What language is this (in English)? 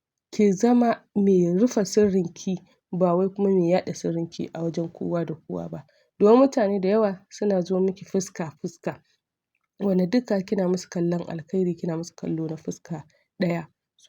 Hausa